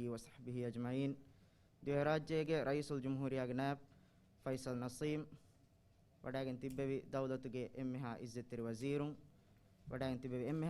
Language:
Divehi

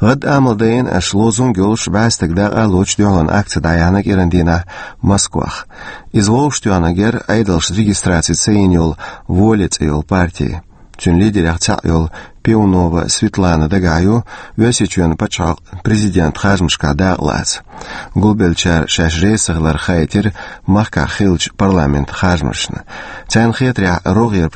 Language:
Chechen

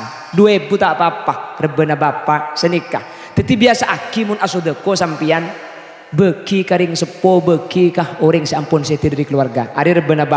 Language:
Madurese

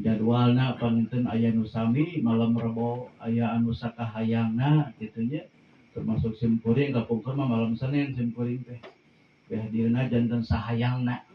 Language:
Sundanese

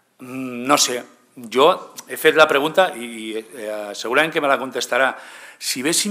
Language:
Catalan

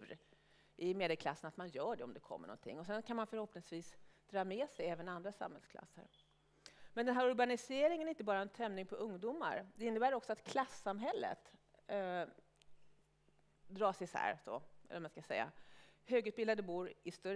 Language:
Swedish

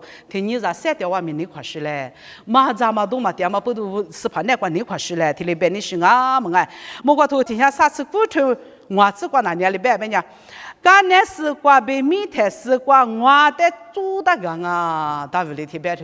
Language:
Lisu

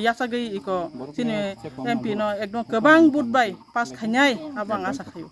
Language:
Kok Borok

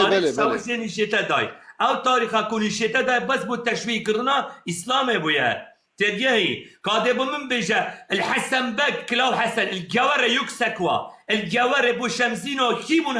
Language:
Kurdish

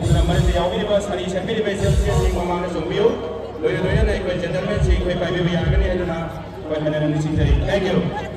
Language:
Manipuri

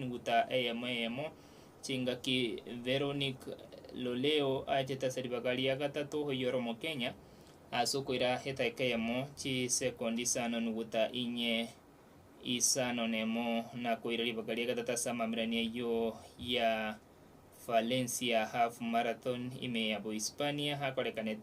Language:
Gusii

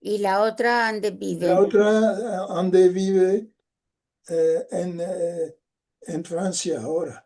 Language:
Ladino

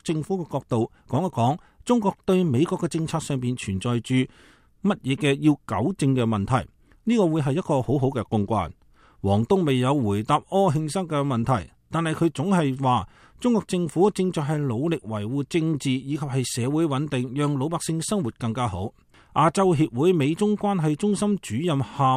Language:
Cantonese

